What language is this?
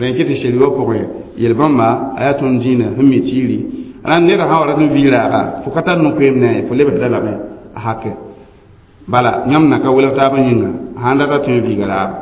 Mossi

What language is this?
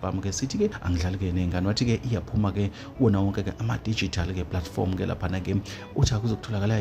Zulu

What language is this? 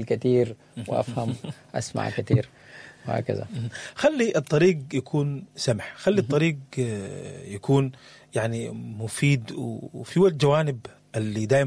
Sudanese Arabic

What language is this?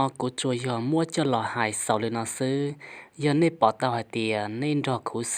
Hmong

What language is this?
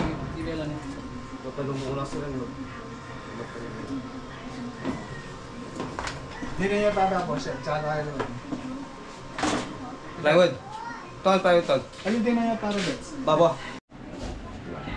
Filipino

